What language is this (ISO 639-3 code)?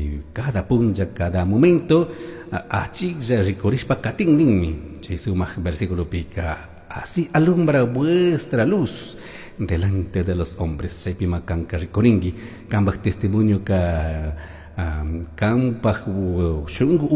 qug